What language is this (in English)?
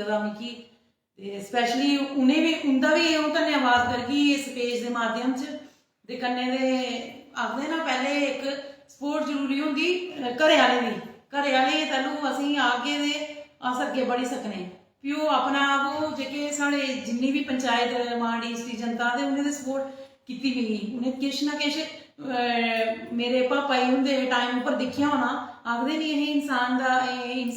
Dogri